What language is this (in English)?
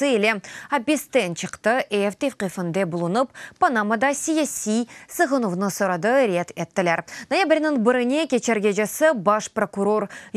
Crimean Tatar